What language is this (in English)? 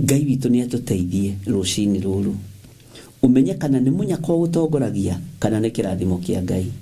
Kikuyu